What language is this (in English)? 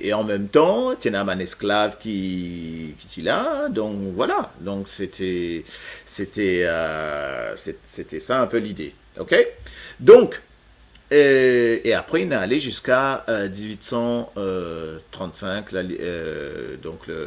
Morisyen